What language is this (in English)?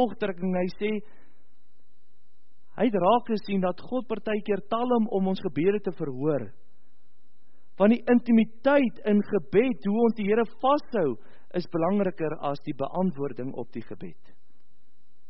Afrikaans